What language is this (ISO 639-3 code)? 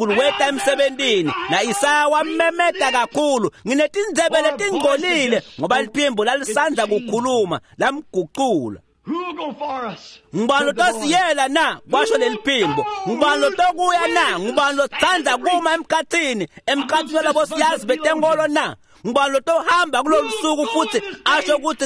ssw